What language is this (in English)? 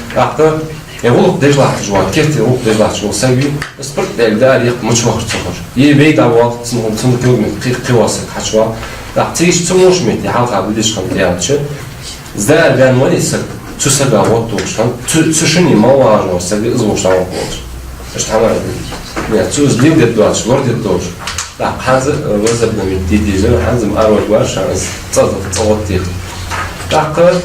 Ingush